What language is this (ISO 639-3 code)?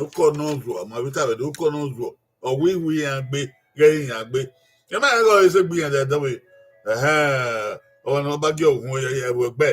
bin